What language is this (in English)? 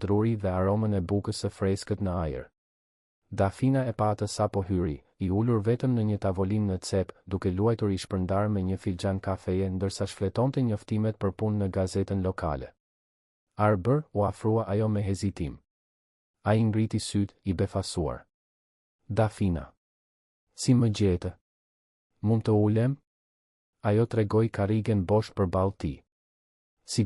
Albanian